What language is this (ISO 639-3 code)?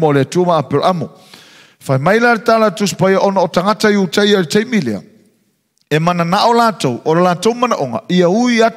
smo